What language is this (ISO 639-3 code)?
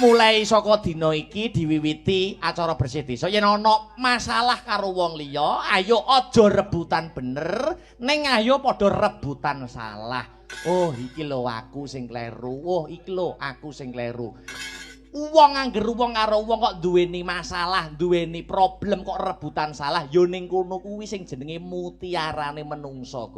jav